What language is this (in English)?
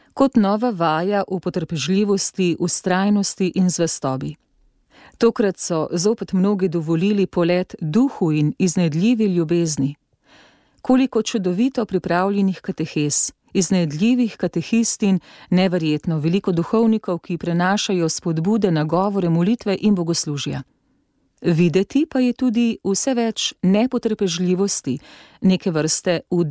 Slovenian